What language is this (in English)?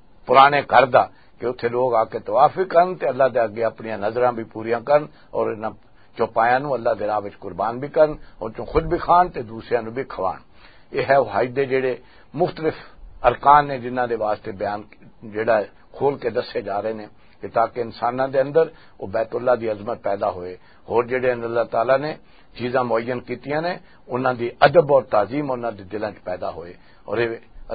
Western Panjabi